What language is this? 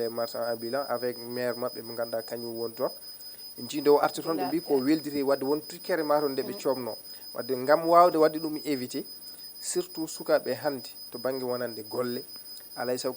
Fula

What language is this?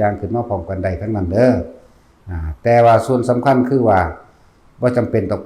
Lao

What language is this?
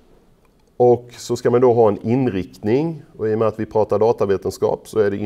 Swedish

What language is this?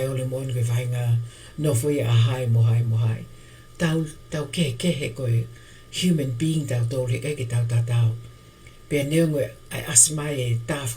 Tongan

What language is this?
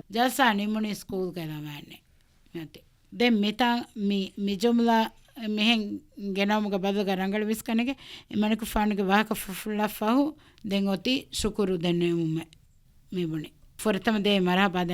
Divehi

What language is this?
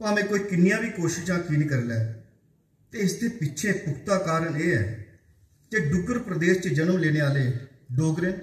Dogri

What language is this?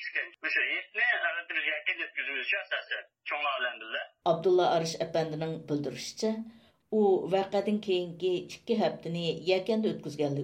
Uyghur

